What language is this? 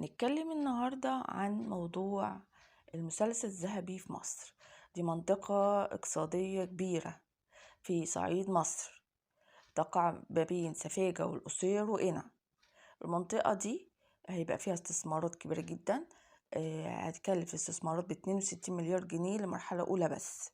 Egyptian Arabic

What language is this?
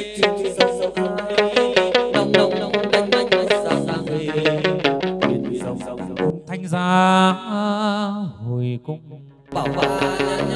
Vietnamese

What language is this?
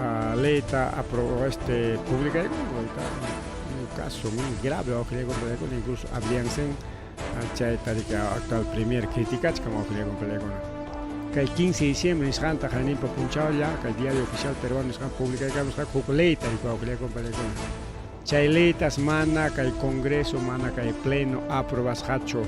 Ayacucho Quechua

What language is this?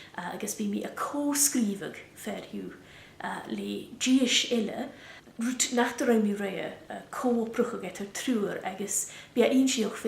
Scottish Gaelic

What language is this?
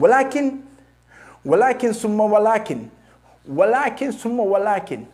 Oromo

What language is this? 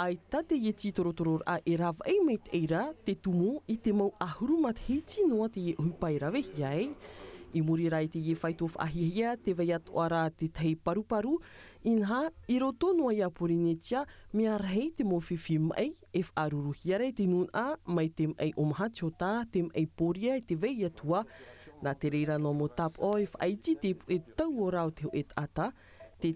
Tahitian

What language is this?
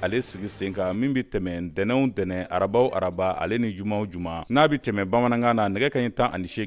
Bambara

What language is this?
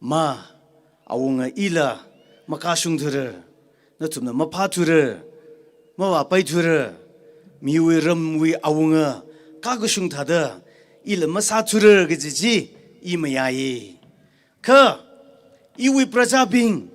Tangkhul Naga (India)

